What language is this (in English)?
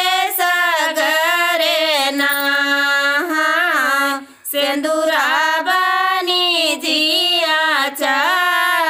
Bhojpuri